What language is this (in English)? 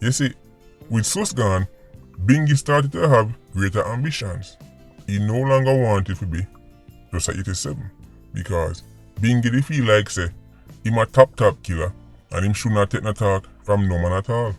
Jamaican Creole English